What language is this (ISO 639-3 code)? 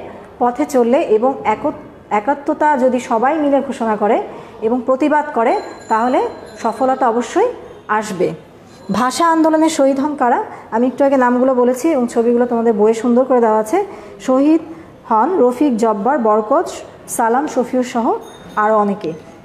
ben